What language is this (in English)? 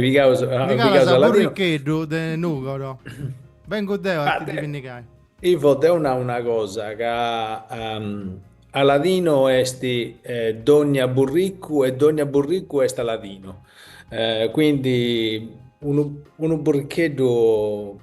Sardinian